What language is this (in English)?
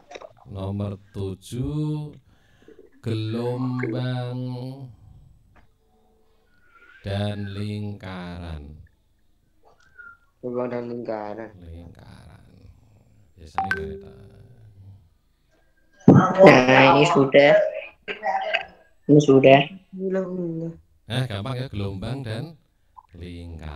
Indonesian